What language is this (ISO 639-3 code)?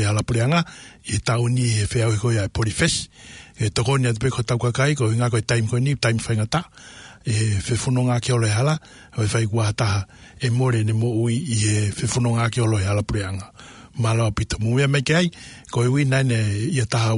ton